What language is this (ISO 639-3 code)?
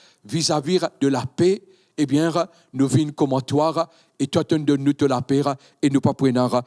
mfe